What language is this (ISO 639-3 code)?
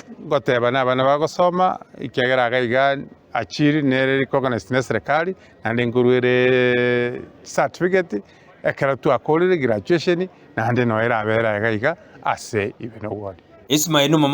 guz